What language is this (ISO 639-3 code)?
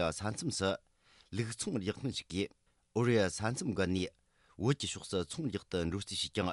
bod